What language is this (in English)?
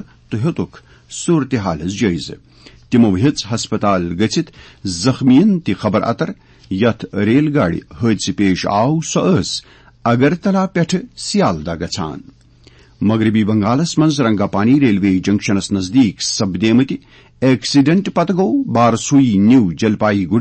Kashmiri